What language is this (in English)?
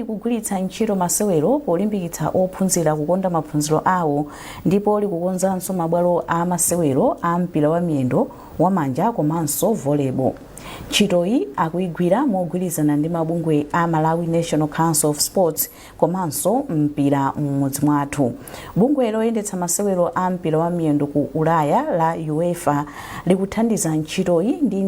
Nyanja